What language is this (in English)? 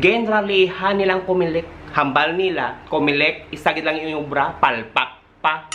Hiligaynon